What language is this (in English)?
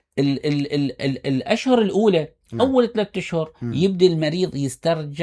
Mesopotamian Arabic